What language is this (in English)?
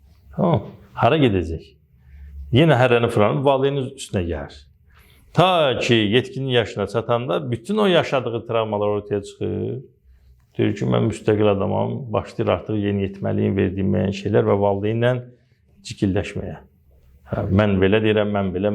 Azerbaijani